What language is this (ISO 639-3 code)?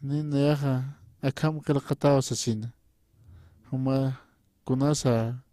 aym